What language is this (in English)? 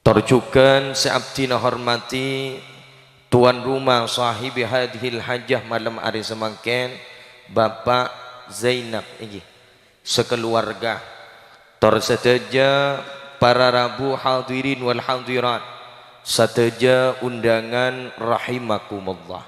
Madurese